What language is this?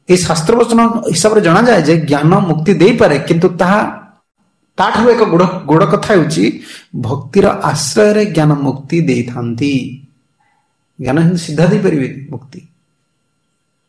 Odia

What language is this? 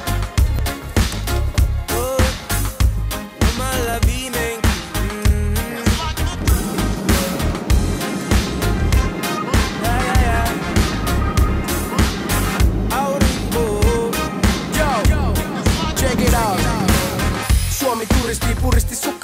Finnish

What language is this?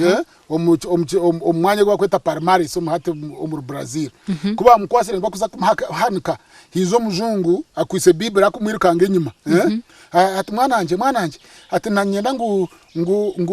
Nyankole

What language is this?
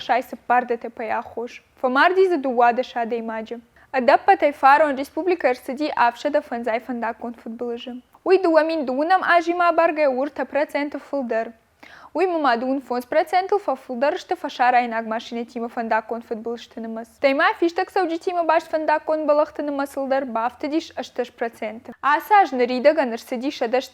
Ossetic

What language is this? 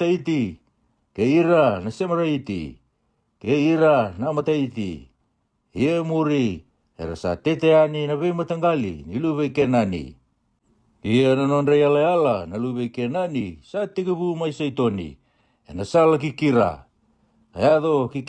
Fijian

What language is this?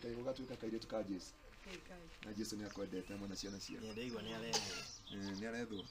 Kikuyu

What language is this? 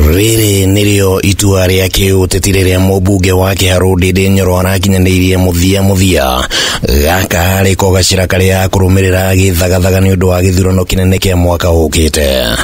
Kikuyu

